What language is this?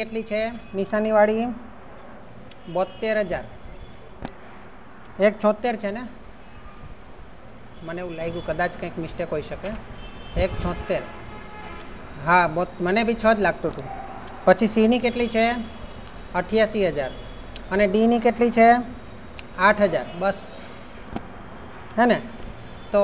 Gujarati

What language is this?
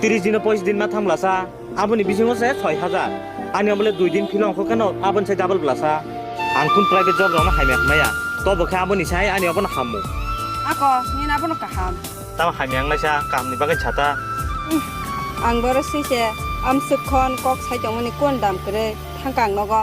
Kok Borok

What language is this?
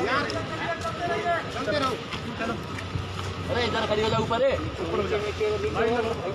Hindi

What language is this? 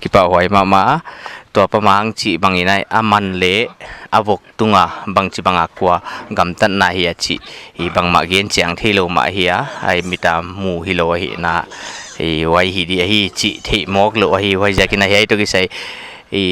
Paite Chin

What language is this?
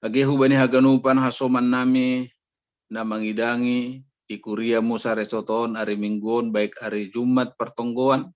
Batak Simalungun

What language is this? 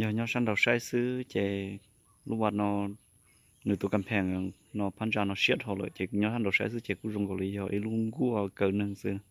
Hmong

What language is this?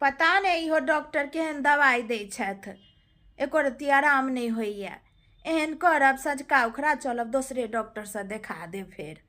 Maithili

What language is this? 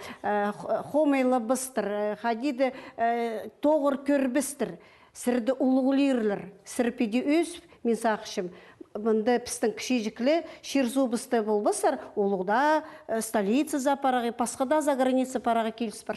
Khakas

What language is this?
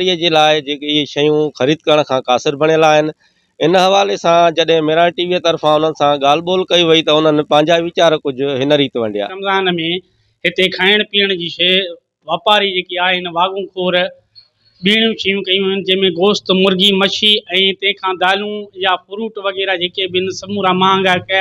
Sindhi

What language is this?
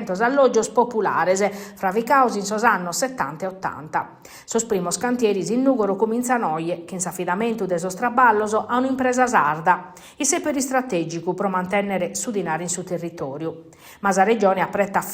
Sardinian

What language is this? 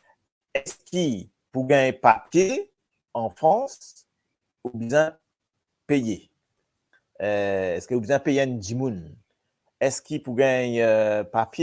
Morisyen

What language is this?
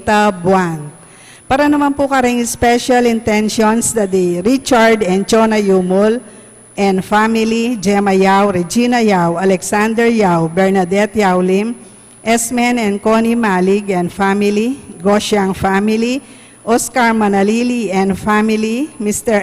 Pampanga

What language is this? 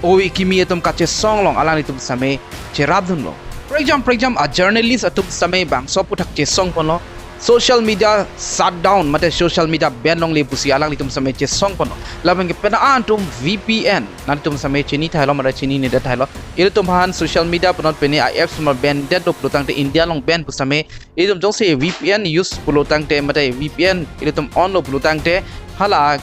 Karbi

